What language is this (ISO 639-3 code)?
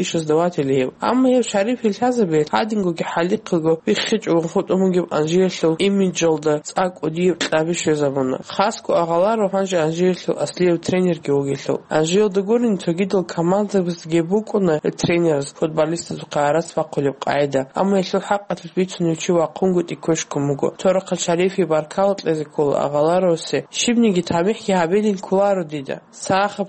ava